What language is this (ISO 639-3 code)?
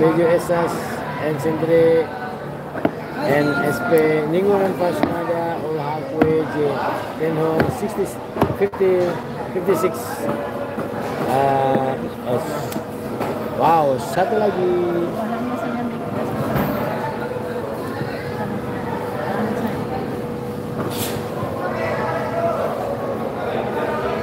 ind